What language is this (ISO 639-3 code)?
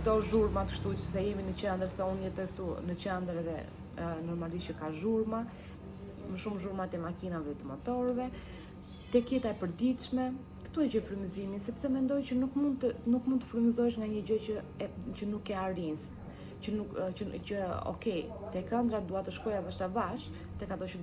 sqi